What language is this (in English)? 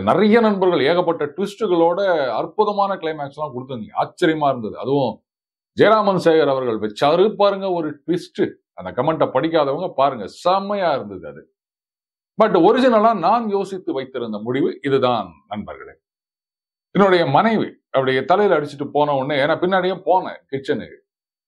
Tamil